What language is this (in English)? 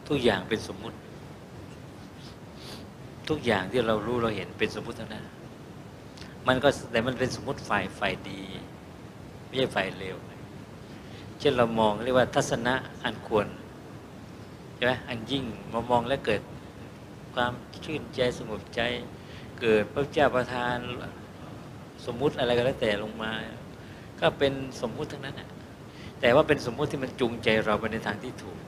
Thai